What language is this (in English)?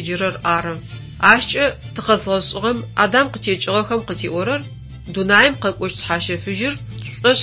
Adyghe